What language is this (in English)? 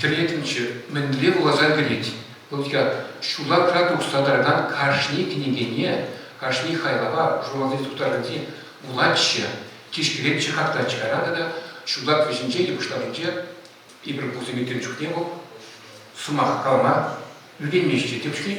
Chuvash